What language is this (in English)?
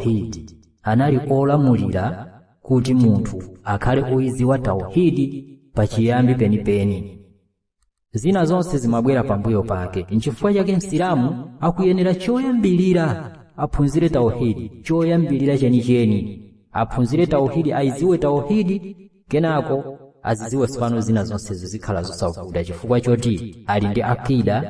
Nyanja